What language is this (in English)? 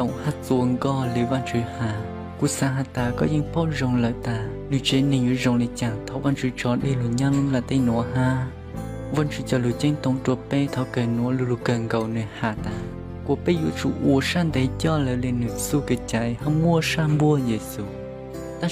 Hmong